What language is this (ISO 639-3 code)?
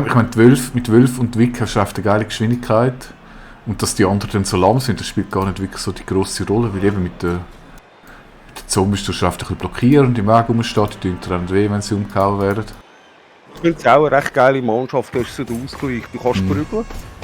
gsw